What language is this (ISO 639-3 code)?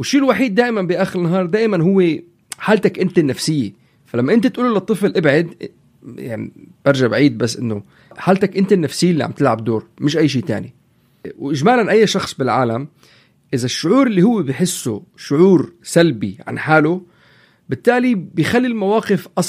apc